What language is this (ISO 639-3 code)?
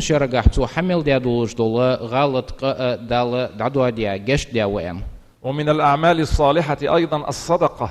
inh